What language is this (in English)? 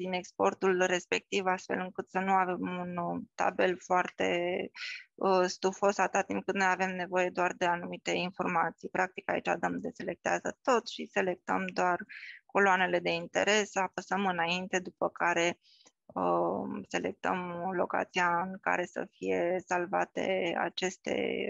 Romanian